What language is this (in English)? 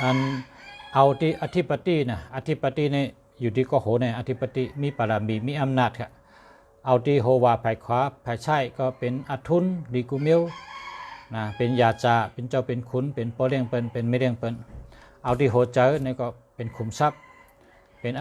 Shan